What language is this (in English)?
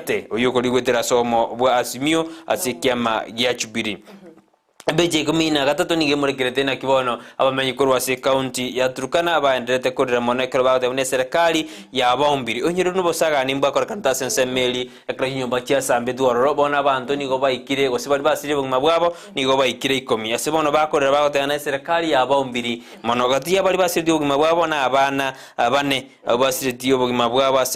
Gusii